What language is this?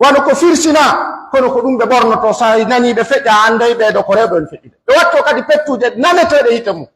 Pular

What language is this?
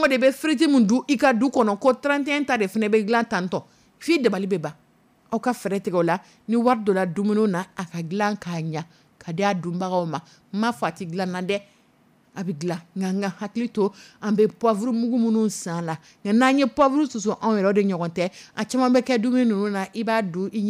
Dyula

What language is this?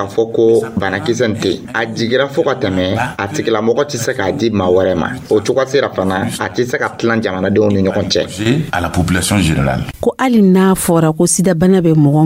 Dyula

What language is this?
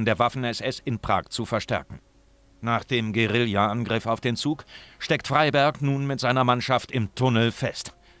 Bavarian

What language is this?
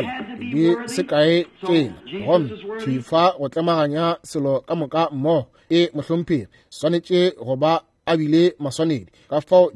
Northern Sotho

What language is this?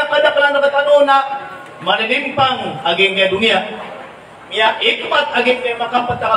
Maranao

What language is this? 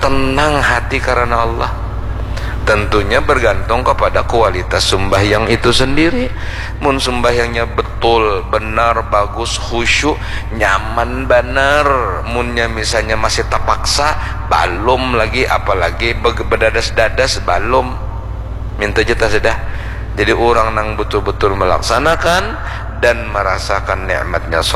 Banjar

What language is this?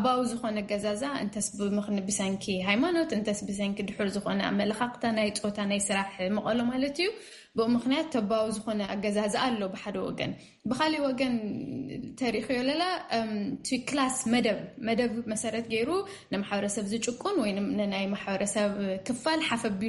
Tigrinya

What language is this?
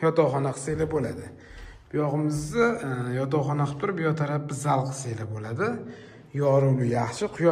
Uzbek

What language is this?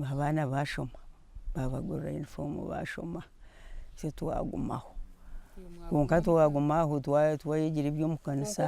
Nyankole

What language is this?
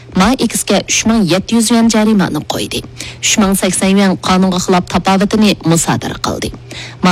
Uyghur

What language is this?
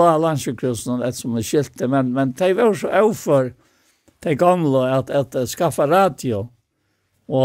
Faroese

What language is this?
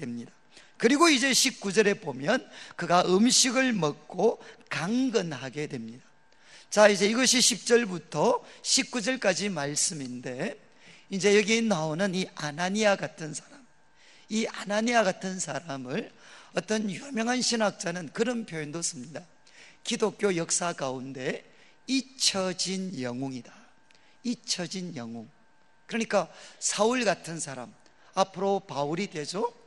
Korean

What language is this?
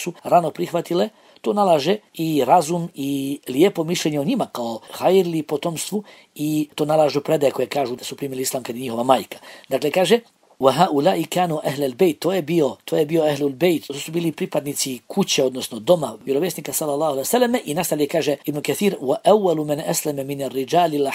Bosnian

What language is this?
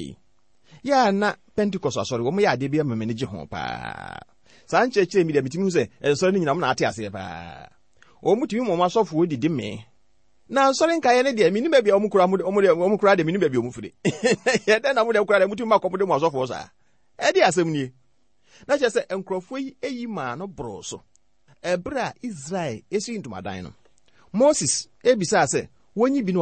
Akan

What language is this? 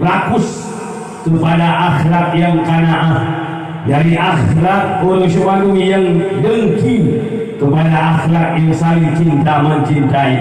Achinese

